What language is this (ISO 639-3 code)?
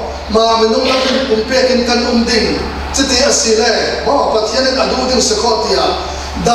cfm